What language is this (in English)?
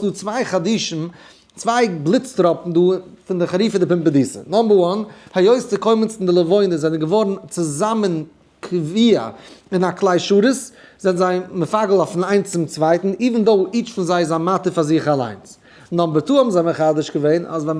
Yiddish